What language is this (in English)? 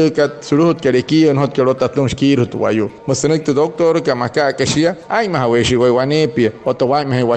Wayuu